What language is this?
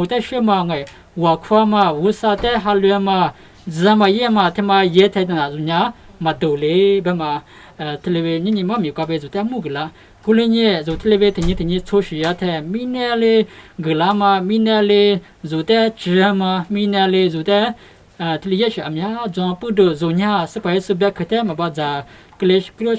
Lisu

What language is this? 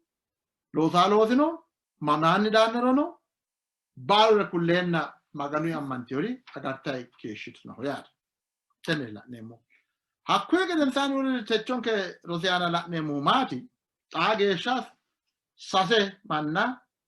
Sidamo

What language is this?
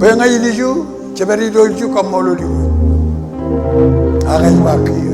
Marshallese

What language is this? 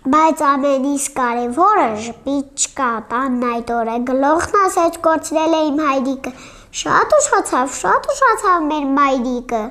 Armenian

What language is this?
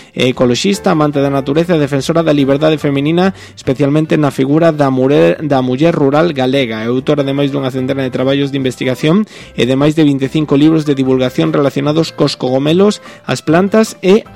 Galician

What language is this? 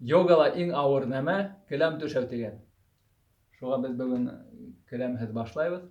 Bashkir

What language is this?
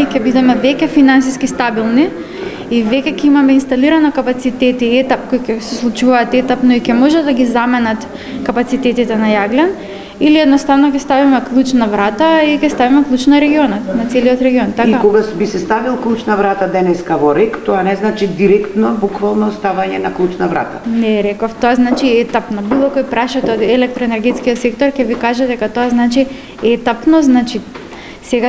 Macedonian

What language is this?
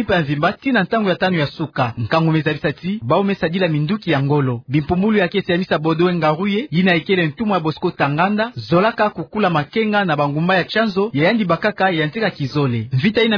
Kituba (Democratic Republic of Congo)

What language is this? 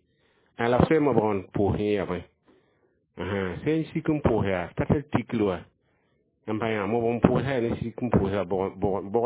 Mossi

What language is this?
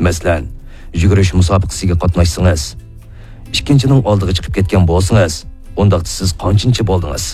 Uyghur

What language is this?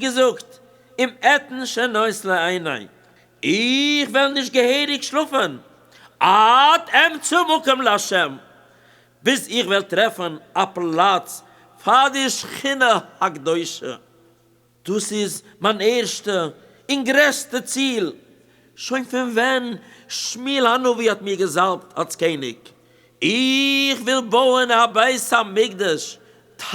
Yiddish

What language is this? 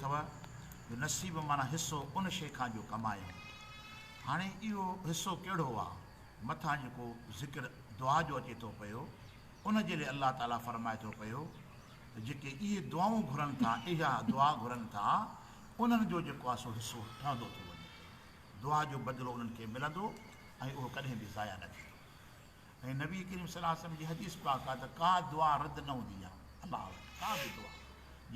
Sindhi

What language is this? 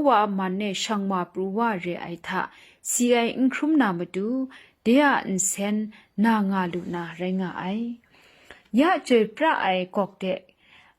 Kachin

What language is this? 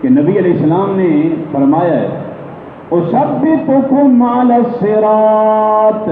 Saraiki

